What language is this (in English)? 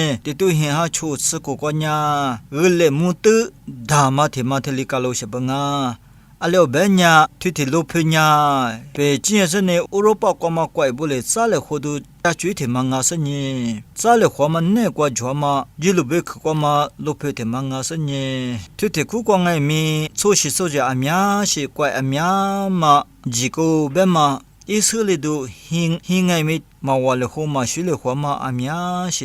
Lisu